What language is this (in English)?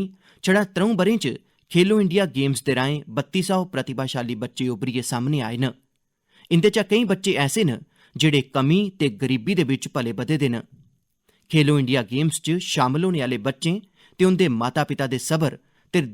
Dogri